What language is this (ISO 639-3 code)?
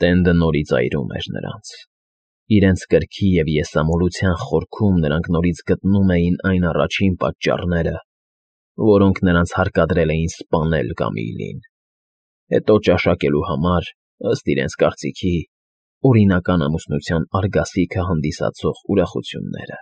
hye